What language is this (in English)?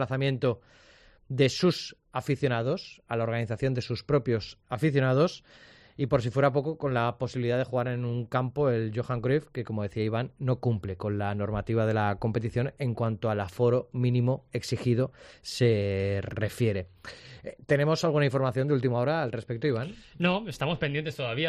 Spanish